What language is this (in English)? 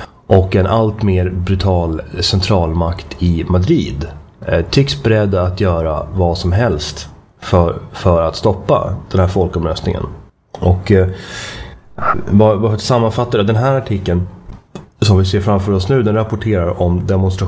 Swedish